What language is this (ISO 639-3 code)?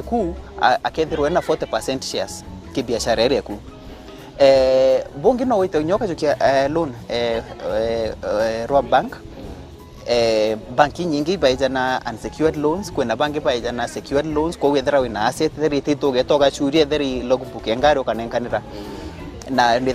mer